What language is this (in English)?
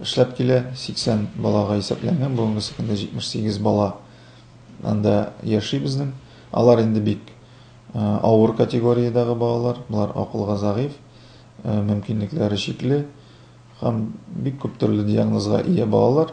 Tatar